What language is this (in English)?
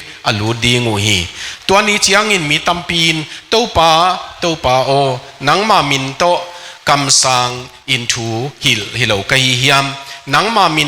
Tedim Chin